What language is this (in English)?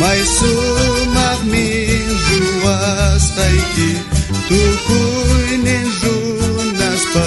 South Bolivian Quechua